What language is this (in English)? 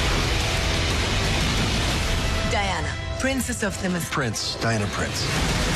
Hebrew